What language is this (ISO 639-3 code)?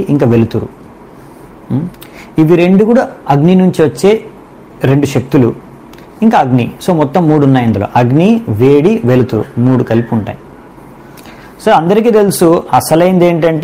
tel